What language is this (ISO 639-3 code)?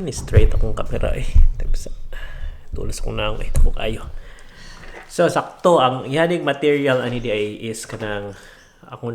ceb